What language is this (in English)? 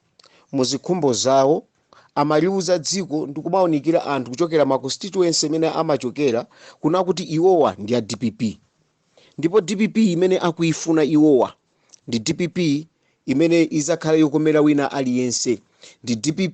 Nyanja